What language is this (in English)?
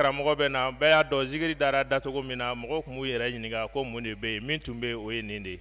Bambara